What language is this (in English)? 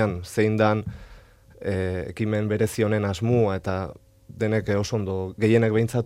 Basque